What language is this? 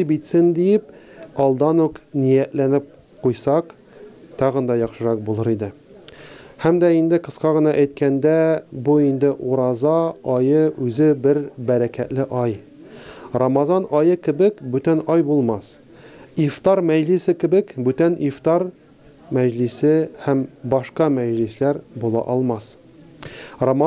Tatar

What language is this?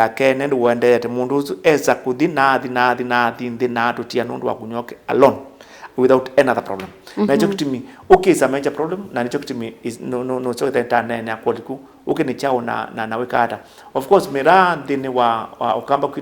Kamba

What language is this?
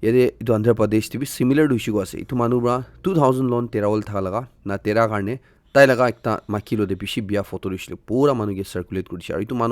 Naga Pidgin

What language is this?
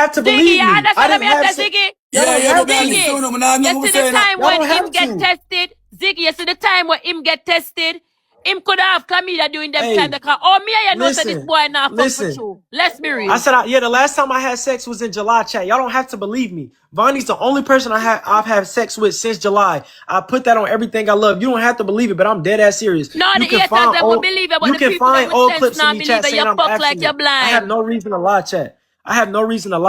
Jamaican Creole English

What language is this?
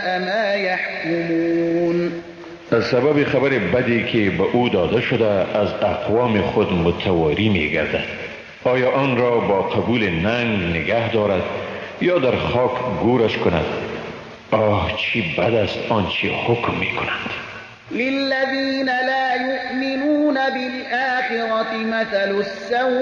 Persian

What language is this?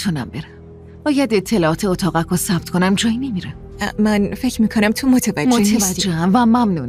Persian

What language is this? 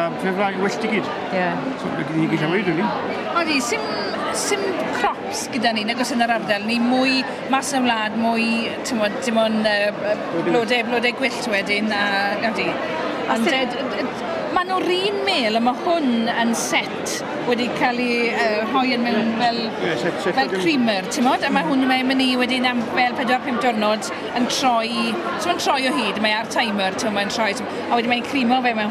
Welsh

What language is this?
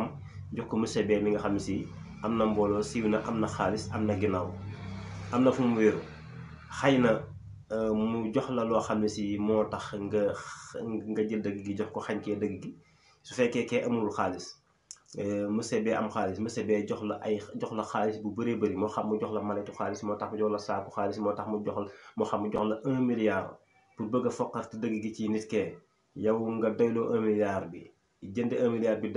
Wolof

